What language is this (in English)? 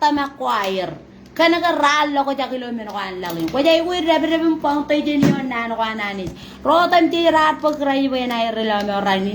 Marshallese